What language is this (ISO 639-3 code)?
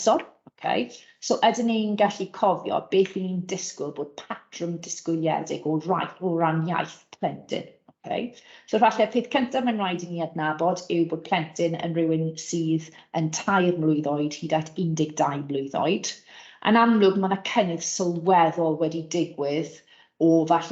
cym